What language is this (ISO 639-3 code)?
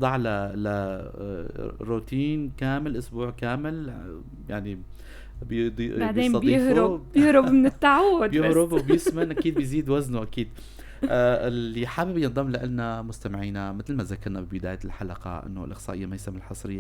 apc